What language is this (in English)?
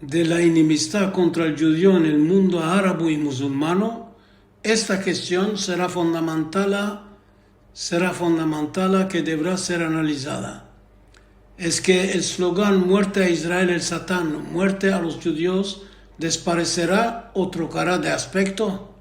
Ladino